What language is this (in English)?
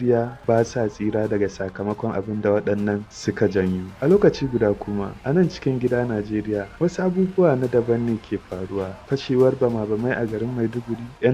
Hausa